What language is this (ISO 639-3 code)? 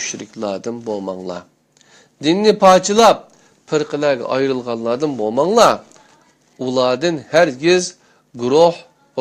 uig